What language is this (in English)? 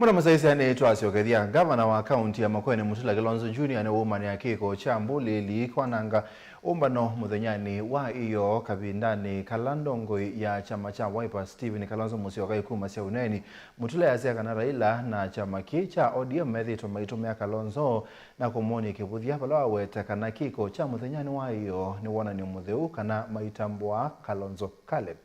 Kamba